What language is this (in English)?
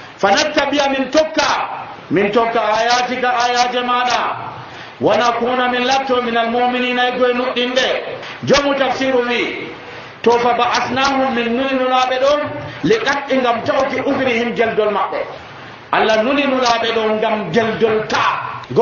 Nigerian Fulfulde